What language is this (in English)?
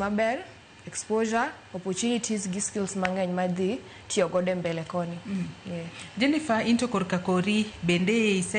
Luo (Kenya and Tanzania)